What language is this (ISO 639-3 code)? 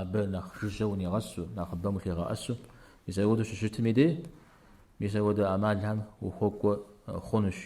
kbd